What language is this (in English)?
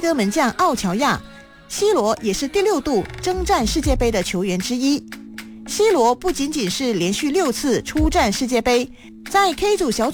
Chinese